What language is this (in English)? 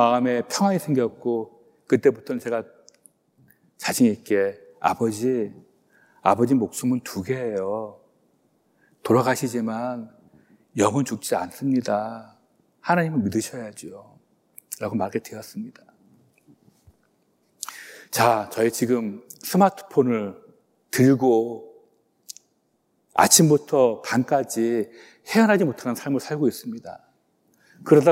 Korean